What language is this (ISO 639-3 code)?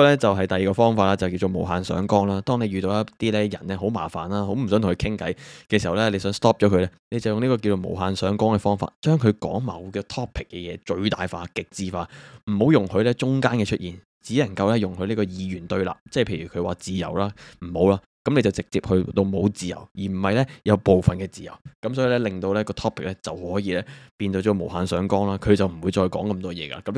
yue